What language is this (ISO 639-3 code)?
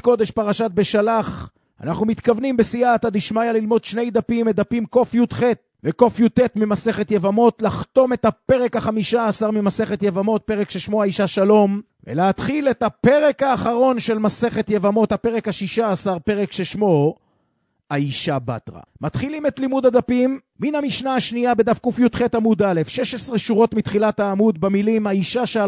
heb